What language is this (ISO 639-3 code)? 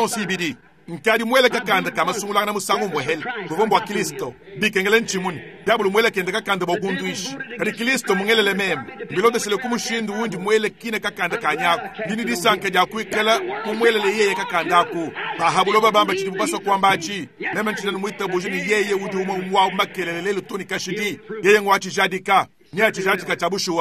lua